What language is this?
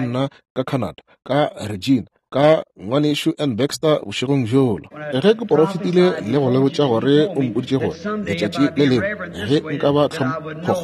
Northern Sotho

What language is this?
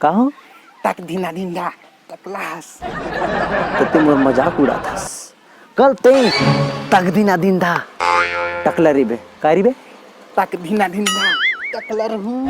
Chhattisgarhi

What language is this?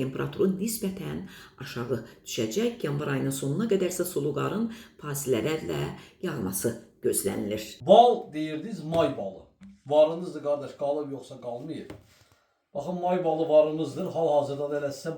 Azerbaijani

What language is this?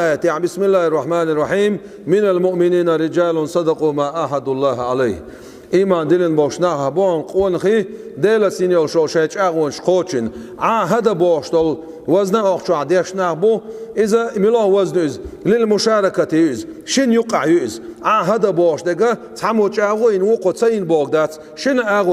Chechen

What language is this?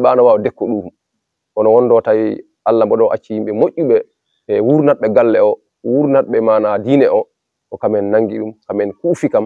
Fula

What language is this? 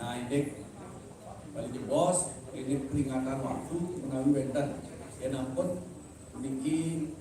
Balinese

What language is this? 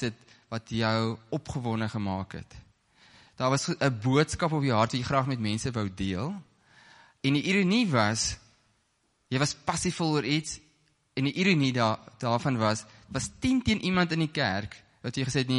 Afrikaans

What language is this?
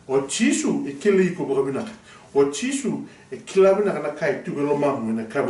Fijian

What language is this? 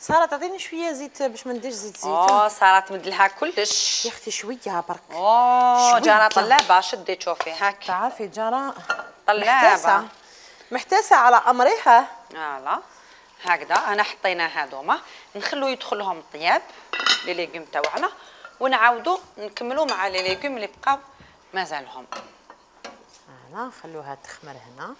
Algerian Arabic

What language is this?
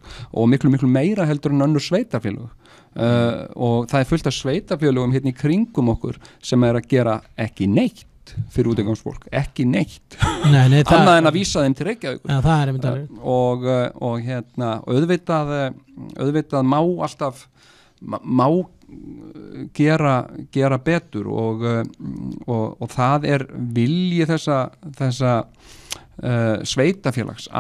Icelandic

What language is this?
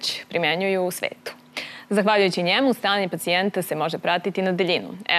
Serbian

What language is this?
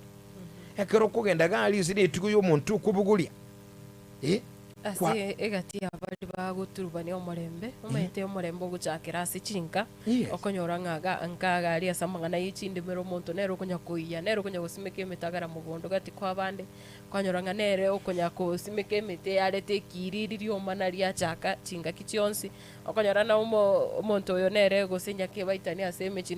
Gusii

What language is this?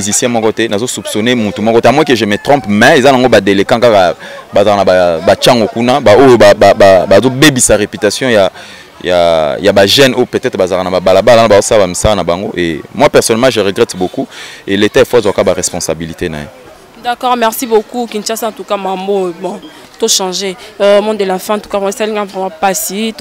Lingala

